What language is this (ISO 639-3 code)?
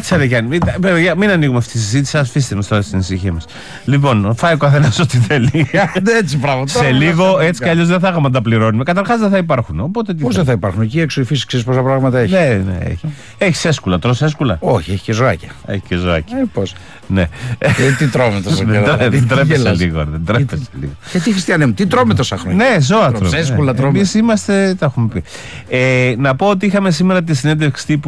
ell